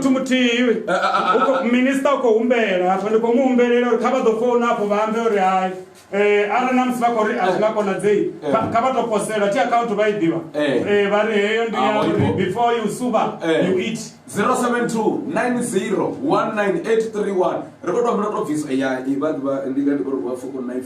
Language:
Venda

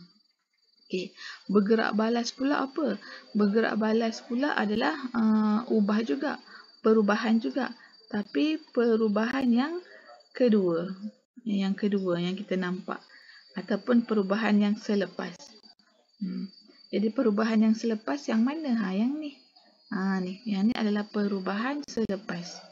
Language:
Malay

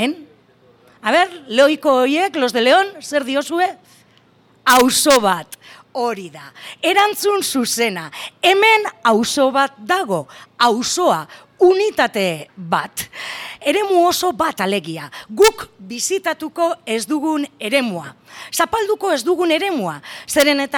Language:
Basque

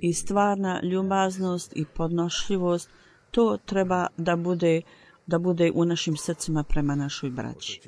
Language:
Bosnian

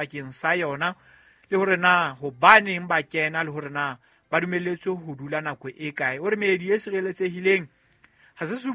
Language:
Southern Sotho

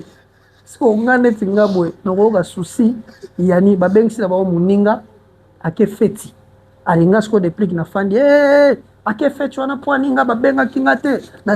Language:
Lingala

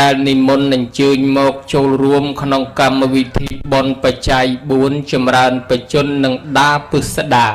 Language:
Khmer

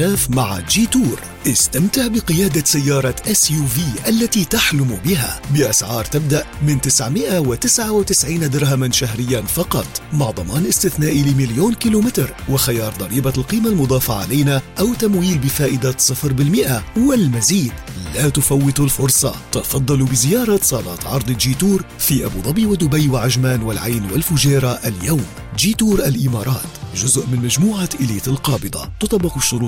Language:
Arabic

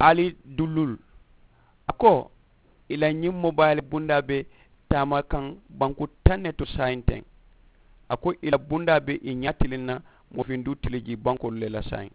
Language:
Mandingo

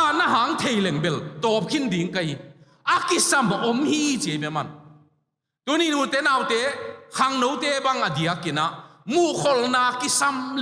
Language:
Tedim Chin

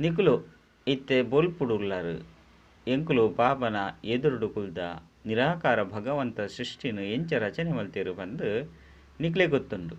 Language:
Tulu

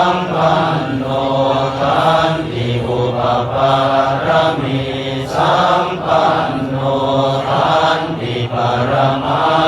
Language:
Pali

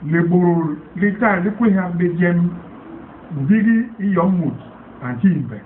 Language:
Basaa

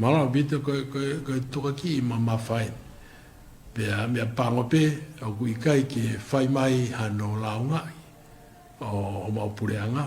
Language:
Tongan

